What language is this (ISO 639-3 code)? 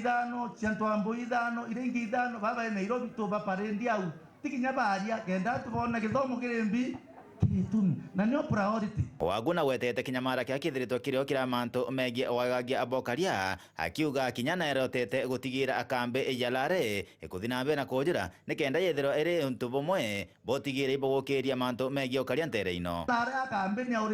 mer